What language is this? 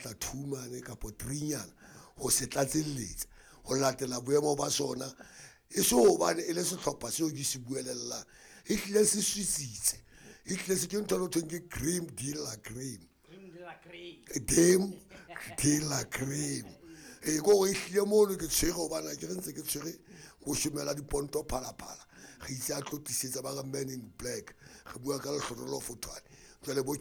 Southern Sotho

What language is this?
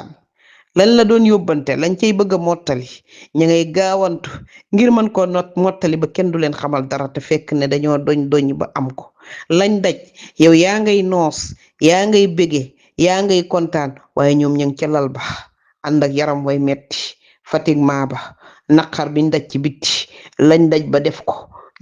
Wolof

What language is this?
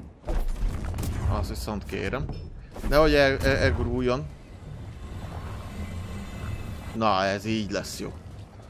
Hungarian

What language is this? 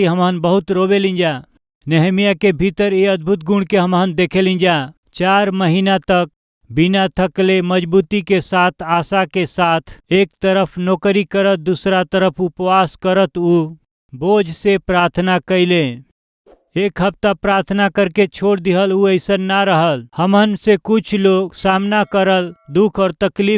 Bhojpuri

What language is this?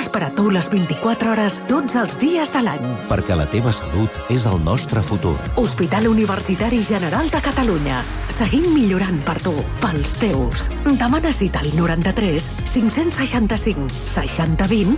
Catalan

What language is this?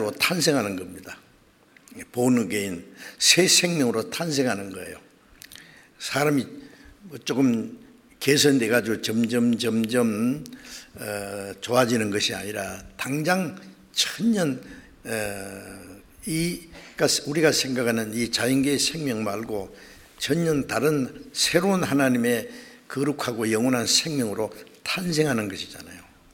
Korean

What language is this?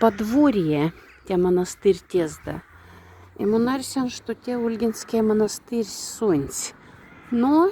Moksha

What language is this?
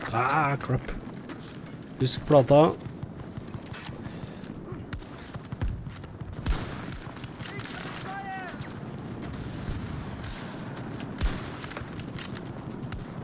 Norwegian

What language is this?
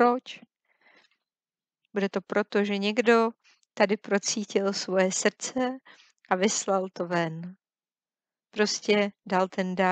Czech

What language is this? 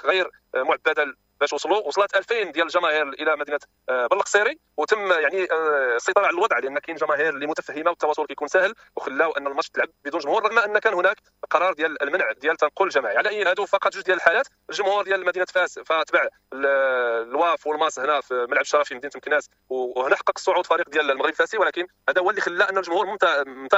Moroccan Arabic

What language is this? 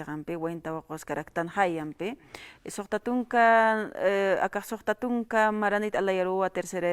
Aymara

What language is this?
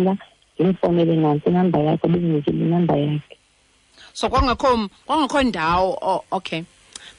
Xhosa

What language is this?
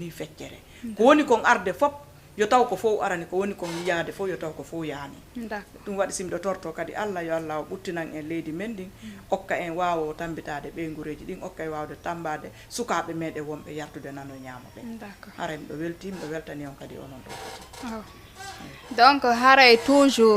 Fula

